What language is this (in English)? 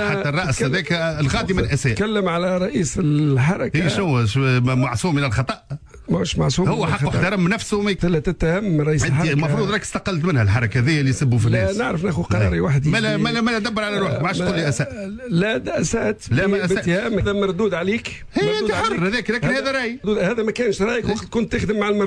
Tunisian Arabic